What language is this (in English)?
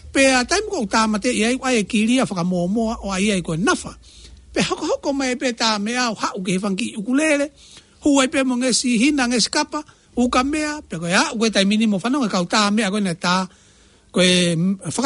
Tongan